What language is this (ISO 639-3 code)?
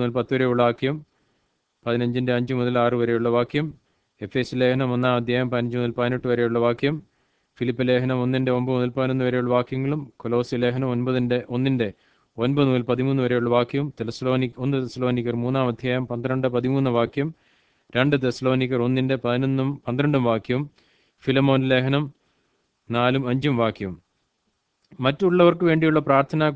mal